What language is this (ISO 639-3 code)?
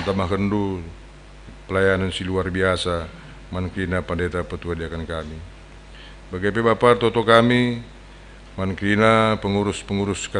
btx